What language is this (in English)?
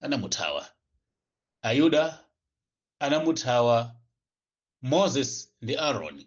Nyanja